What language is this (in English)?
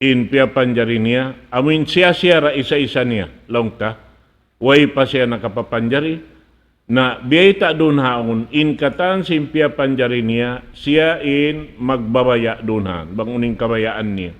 Tausug